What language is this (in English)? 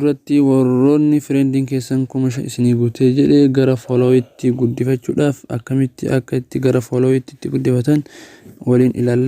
Oromo